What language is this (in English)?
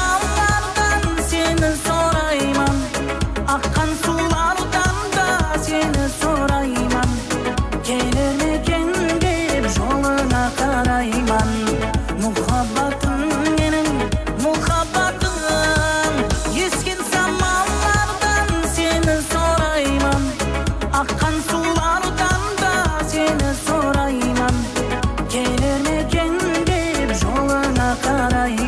Kara-Kalpak